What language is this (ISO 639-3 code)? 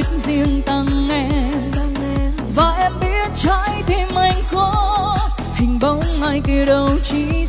vie